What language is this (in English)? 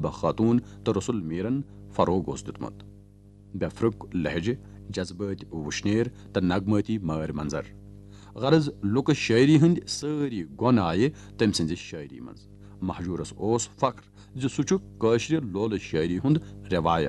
Kashmiri